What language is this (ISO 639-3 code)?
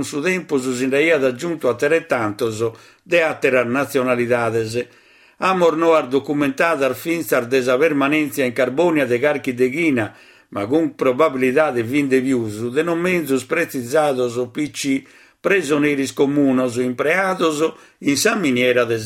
srd